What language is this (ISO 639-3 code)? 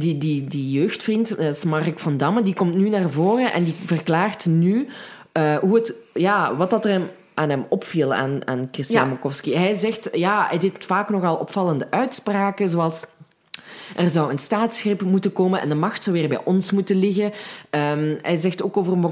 nld